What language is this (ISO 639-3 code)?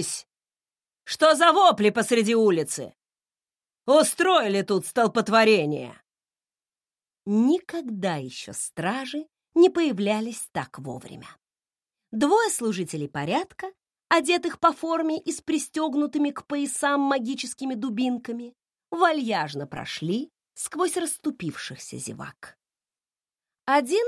rus